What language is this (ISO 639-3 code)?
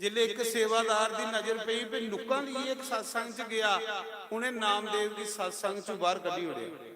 doi